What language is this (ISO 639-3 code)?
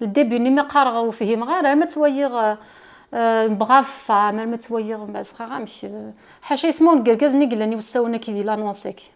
kab